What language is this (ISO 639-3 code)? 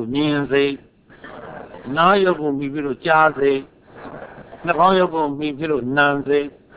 mya